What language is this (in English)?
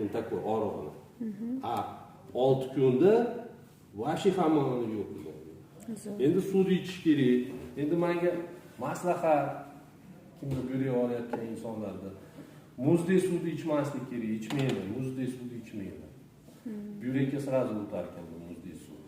Uzbek